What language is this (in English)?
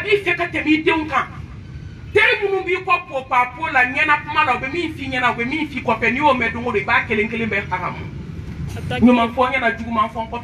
Bambara